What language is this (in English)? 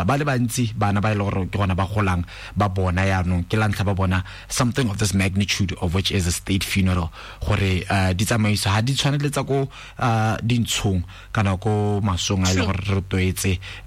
Tswana